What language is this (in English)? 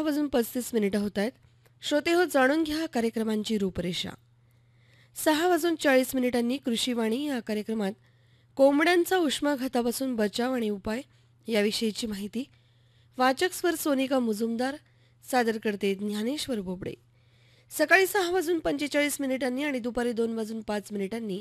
Marathi